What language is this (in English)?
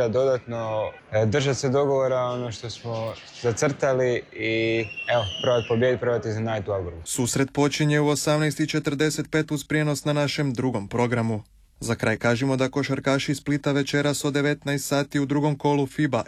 Croatian